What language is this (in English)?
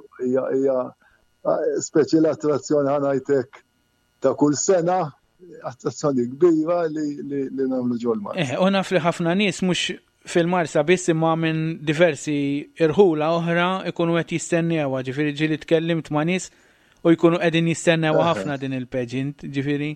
Maltese